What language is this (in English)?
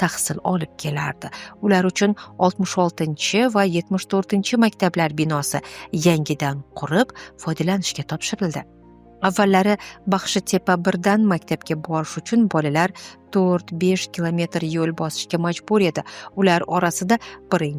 Uzbek